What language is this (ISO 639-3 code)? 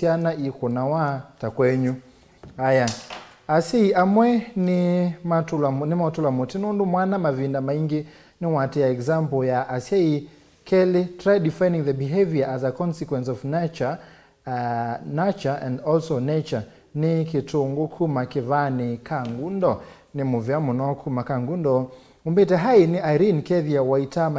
kam